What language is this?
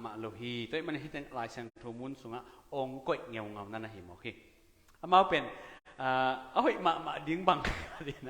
Tedim Chin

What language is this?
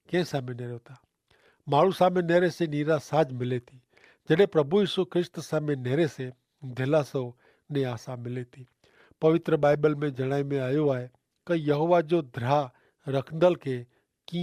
Kachhi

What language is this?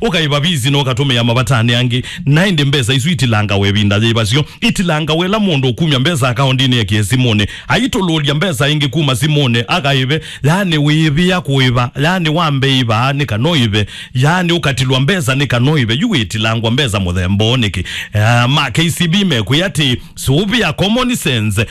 Kamba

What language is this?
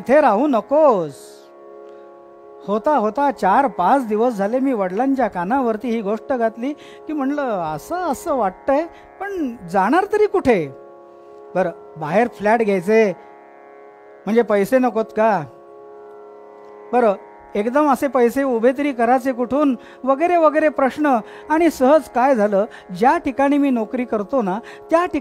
Marathi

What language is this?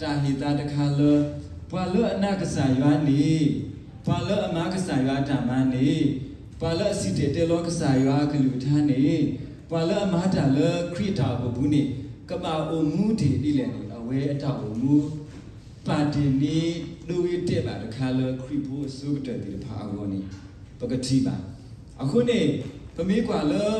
S'gaw Karen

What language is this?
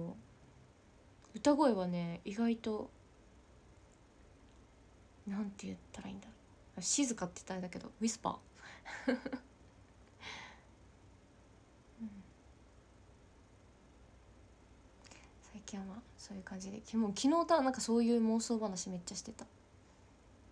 Japanese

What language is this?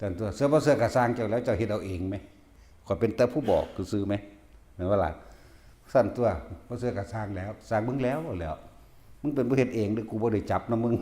Northeastern Thai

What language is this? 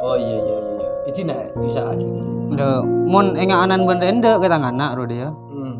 Madurese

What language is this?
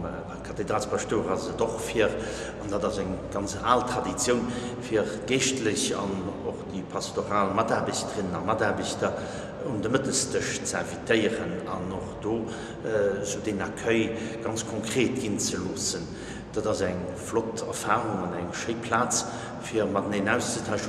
Luxembourgish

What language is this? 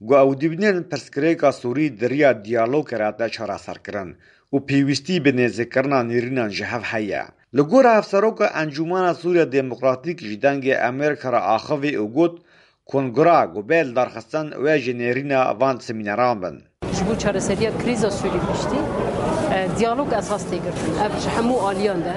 Kurdish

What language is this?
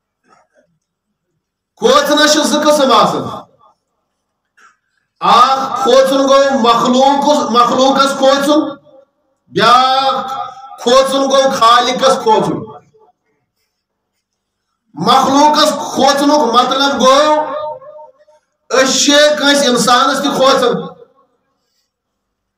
Kashmiri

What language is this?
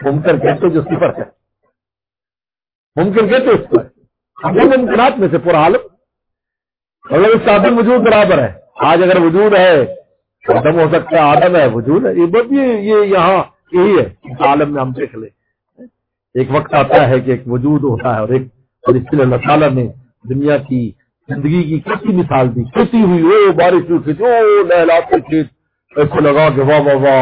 Urdu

